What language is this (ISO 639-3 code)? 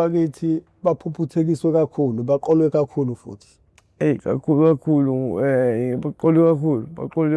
zul